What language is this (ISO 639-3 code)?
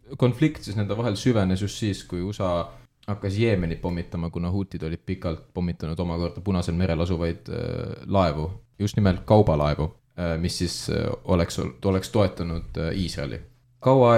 est